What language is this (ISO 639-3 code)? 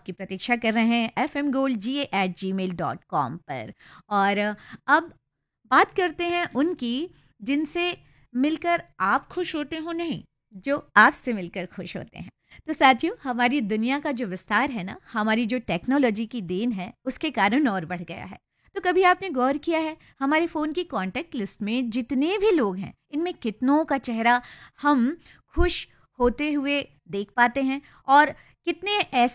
hin